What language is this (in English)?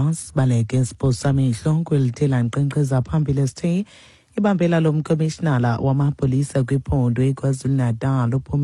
Xhosa